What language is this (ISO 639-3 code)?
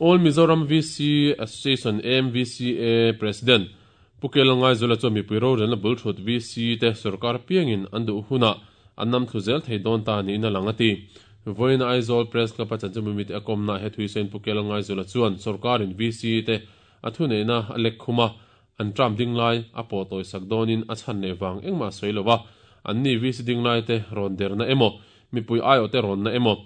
lus